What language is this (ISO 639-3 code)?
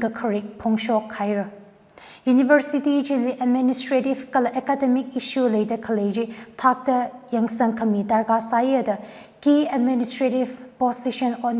nmf